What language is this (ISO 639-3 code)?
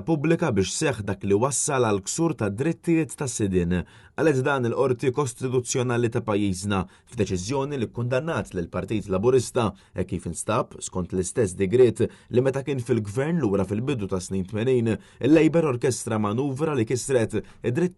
mlt